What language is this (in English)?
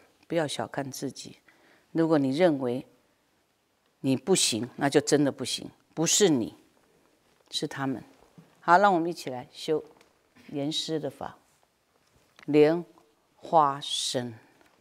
Chinese